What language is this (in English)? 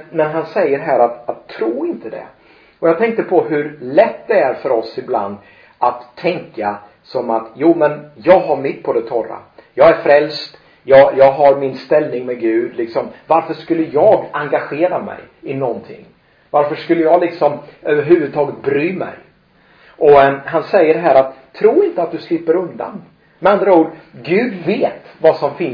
Swedish